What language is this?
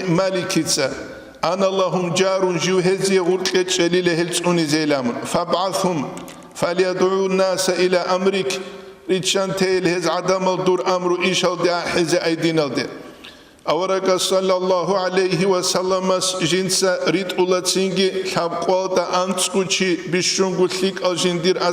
Avaric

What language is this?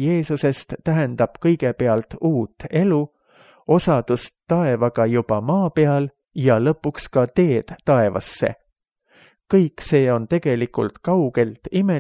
Estonian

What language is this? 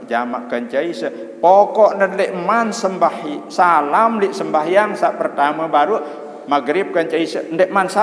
Sasak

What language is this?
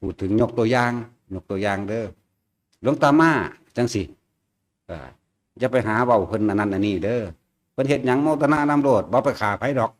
Northeastern Thai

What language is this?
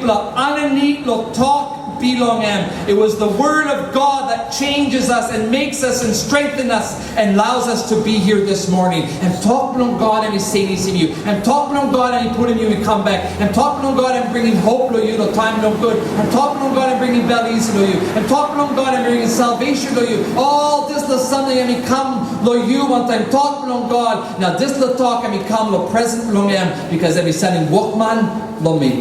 Tok Pisin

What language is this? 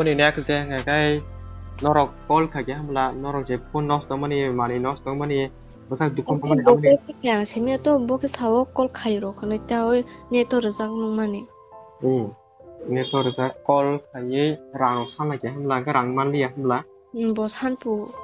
Kok Borok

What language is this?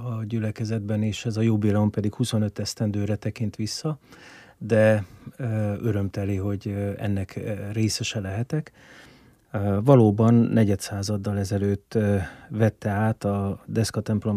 Hungarian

